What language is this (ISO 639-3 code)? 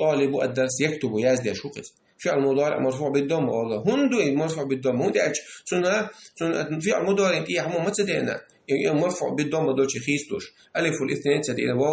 che